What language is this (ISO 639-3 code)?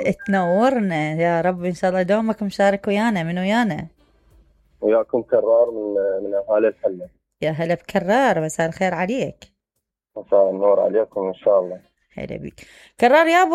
acm